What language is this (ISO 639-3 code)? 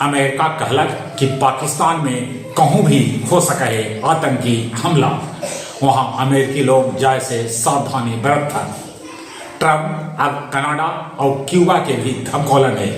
mag